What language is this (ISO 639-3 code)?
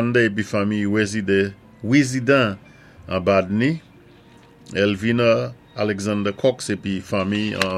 acf